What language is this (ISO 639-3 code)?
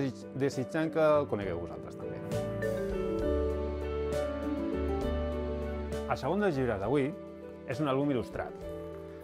cat